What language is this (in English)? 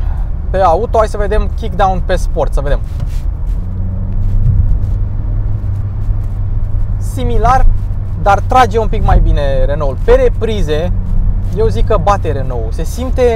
Romanian